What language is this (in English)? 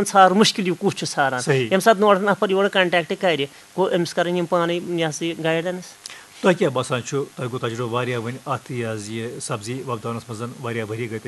Kashmiri